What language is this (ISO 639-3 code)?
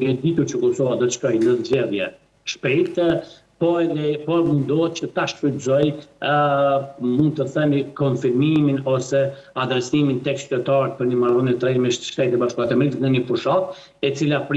sqi